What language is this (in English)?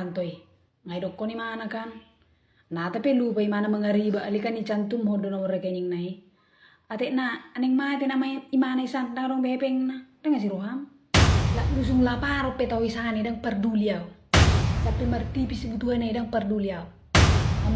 Batak Toba